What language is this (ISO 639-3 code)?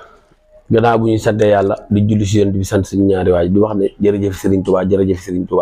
wol